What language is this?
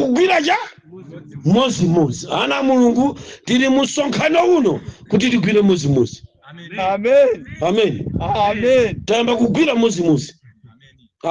Nyanja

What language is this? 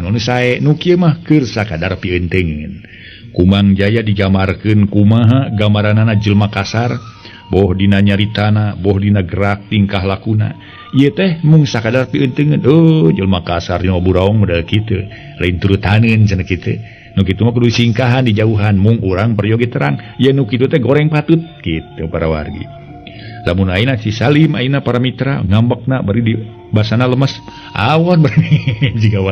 Sundanese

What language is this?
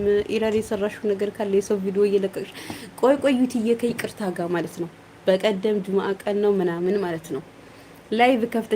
Amharic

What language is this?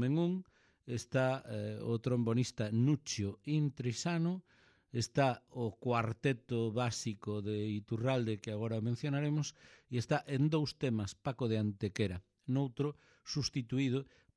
Galician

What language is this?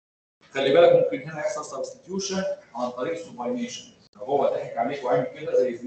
Egyptian Arabic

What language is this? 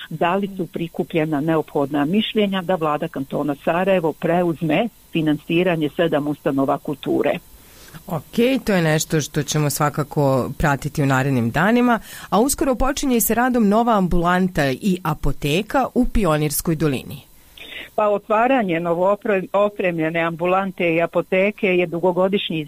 Bosnian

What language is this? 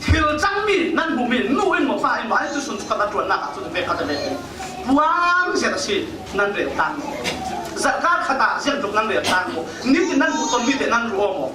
Falam Chin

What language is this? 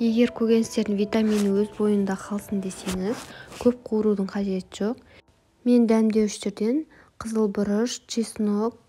Kazakh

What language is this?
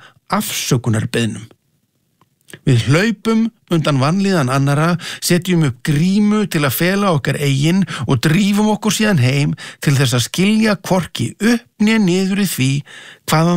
Icelandic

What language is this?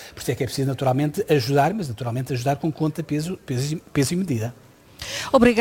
Portuguese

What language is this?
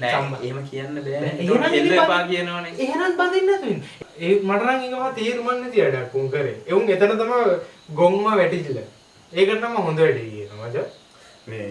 Sinhala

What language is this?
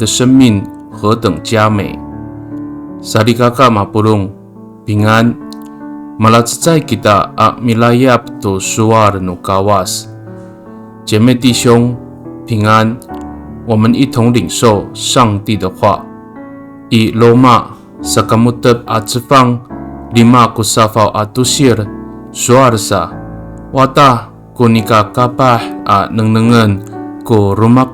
Amis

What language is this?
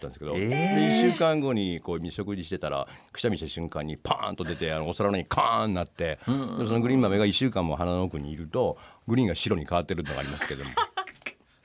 Japanese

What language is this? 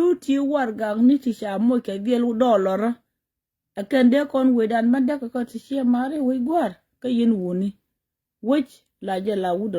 Nuer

